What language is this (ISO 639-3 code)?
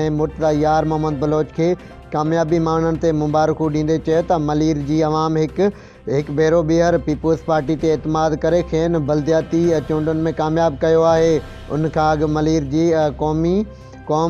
snd